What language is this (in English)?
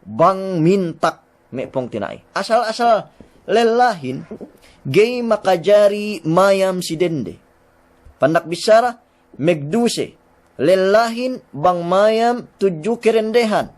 Yakan